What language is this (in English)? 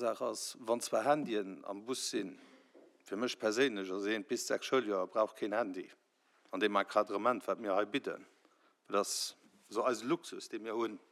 Luxembourgish